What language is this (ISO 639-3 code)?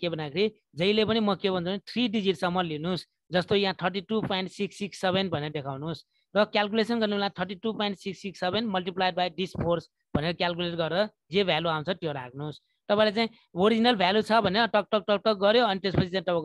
nep